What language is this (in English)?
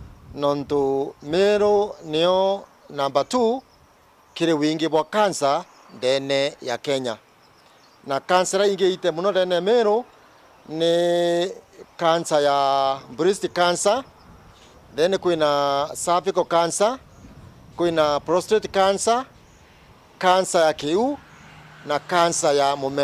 Meru